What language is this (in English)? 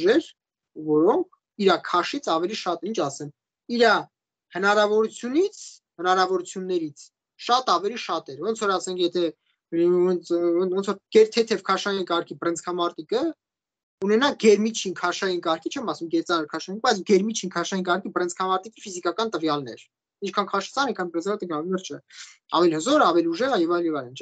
Armenian